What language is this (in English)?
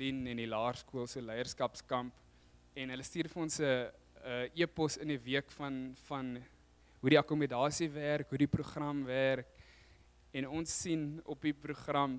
Afrikaans